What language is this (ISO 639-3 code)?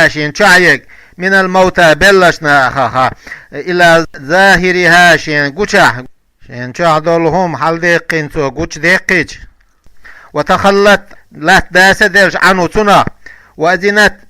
che